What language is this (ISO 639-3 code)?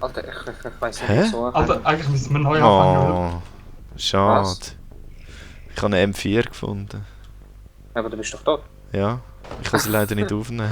gsw